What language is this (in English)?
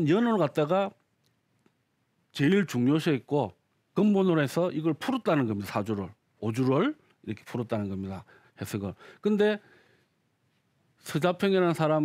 Korean